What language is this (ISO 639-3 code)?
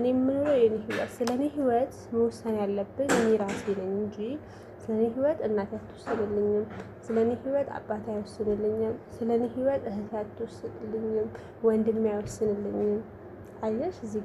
amh